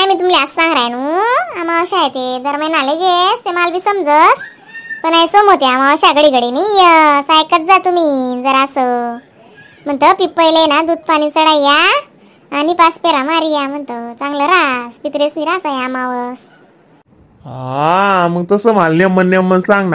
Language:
Khandesi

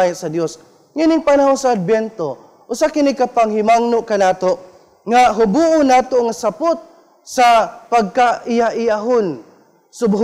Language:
Cebuano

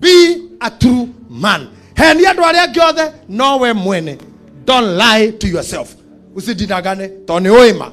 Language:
Kikuyu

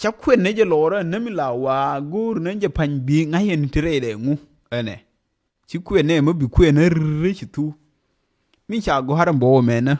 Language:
Nuer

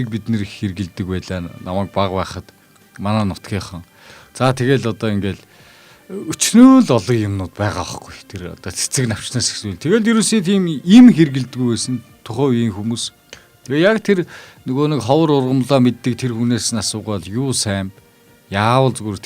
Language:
Mongolian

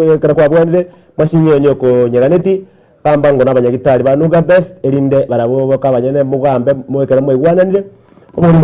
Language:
Gusii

